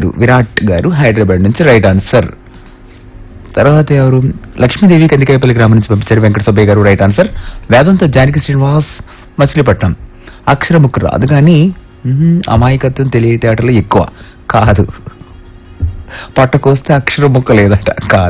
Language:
Telugu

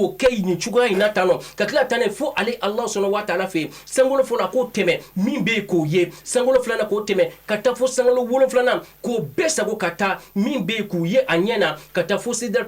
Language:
Bambara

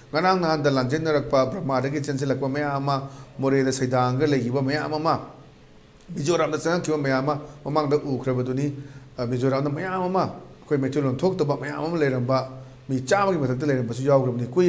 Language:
Manipuri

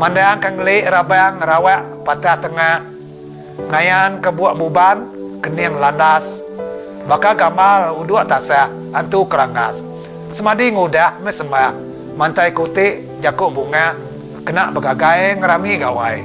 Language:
Iban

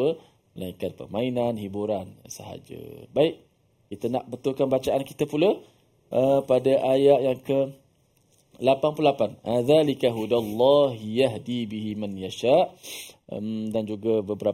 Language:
Malay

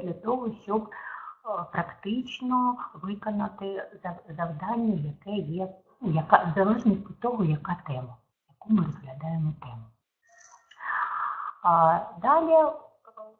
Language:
Ukrainian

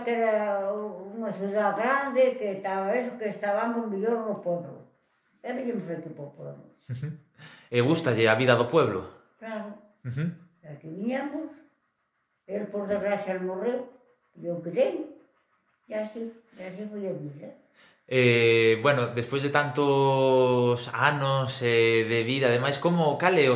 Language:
Galician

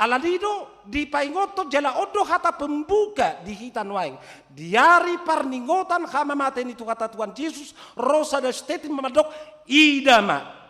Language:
Batak Toba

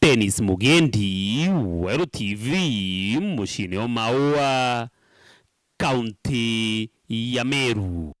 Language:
Meru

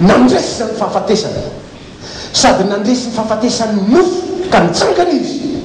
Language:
Malagasy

